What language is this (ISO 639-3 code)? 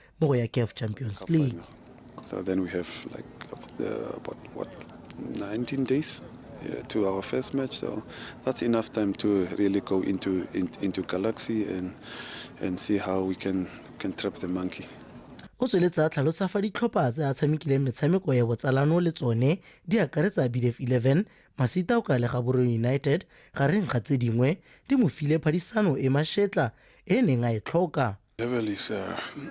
tsn